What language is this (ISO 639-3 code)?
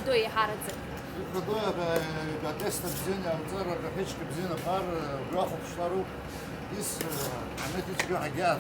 abk